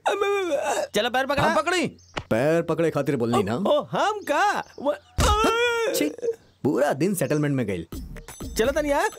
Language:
Bhojpuri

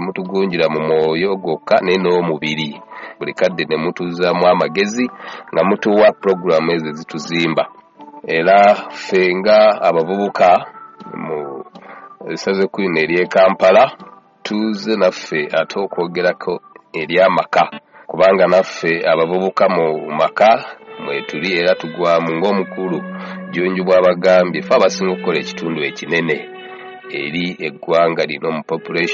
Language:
Ganda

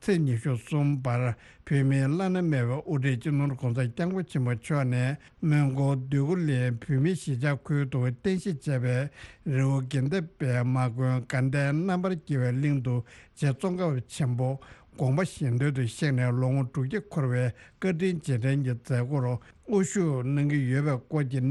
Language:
Tibetan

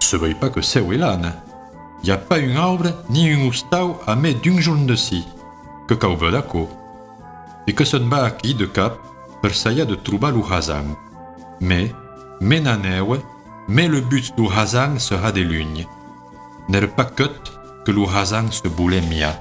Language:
Occitan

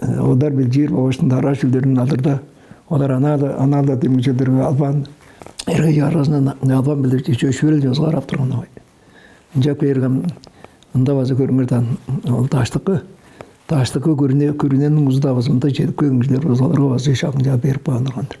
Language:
Tuvinian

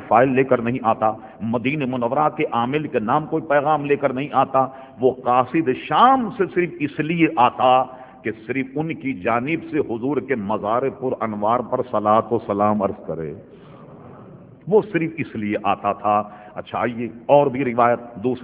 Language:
Urdu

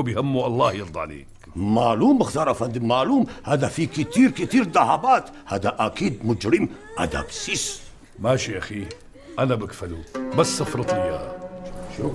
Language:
North Levantine Arabic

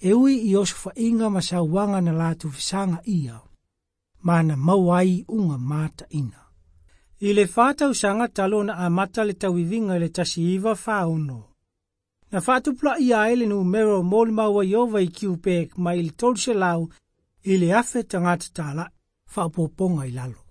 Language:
Samoan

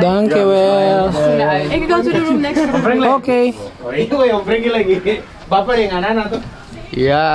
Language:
Ambonese Malay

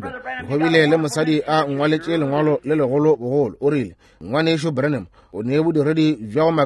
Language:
Northern Sotho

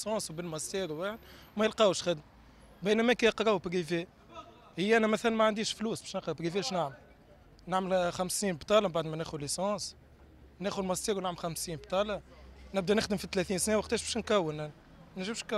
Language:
Tunisian Arabic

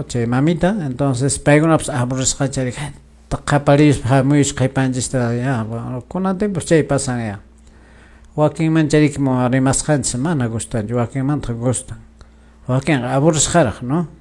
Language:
Quechua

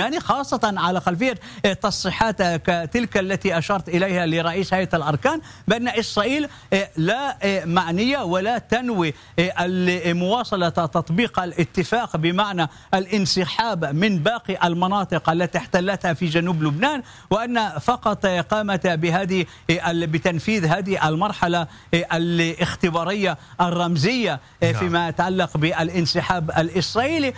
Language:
Arabic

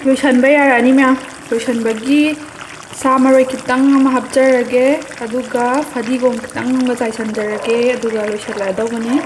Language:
Manipuri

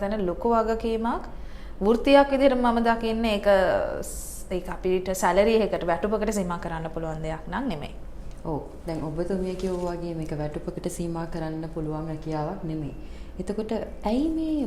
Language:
Sinhala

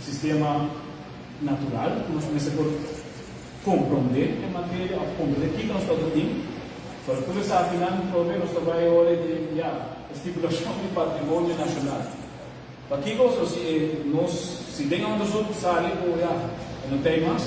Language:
Papiamento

